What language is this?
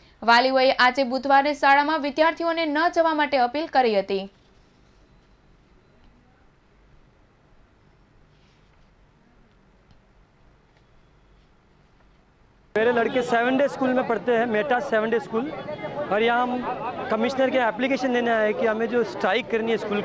Gujarati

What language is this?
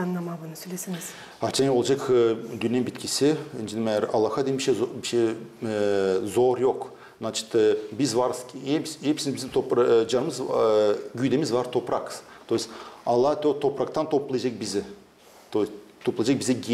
Gagauz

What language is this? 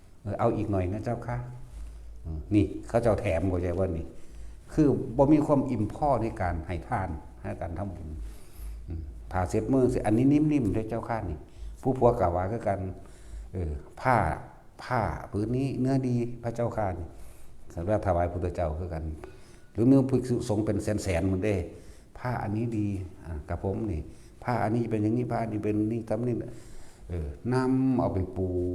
Northeastern Thai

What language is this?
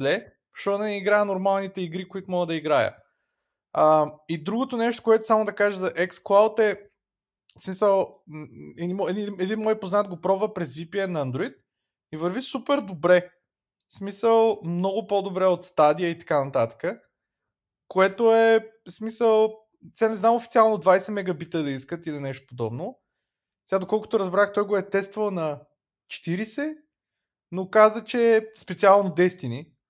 Bulgarian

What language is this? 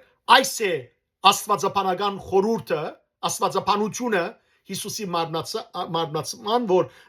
Western Armenian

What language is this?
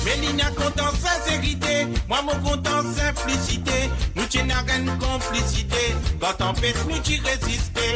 Morisyen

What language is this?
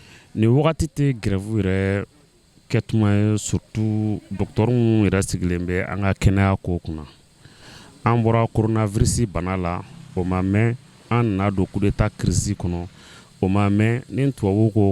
Bambara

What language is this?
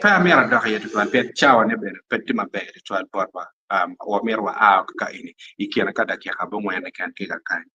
Acoli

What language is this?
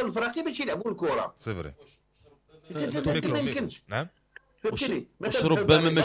Moroccan Arabic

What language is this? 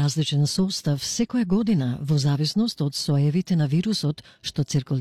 Macedonian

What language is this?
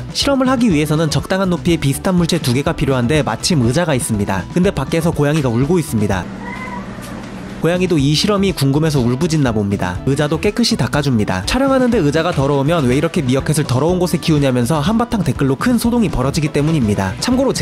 Korean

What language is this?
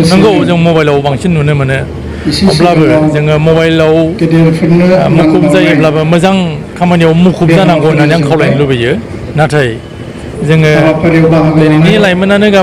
Bodo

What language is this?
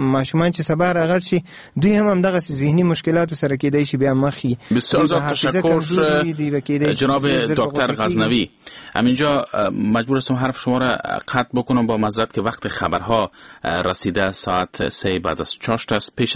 Persian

